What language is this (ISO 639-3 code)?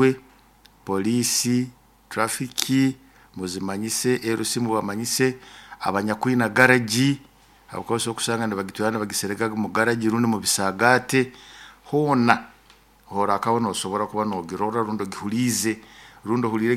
nyo